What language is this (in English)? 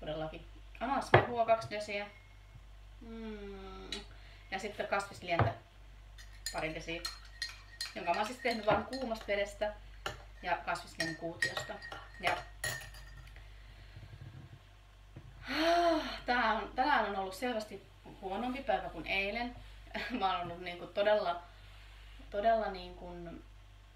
Finnish